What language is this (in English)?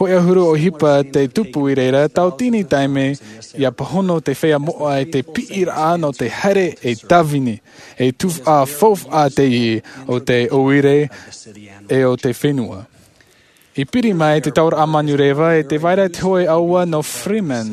Tahitian